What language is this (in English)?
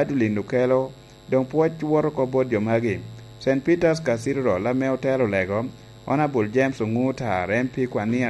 Lango (Uganda)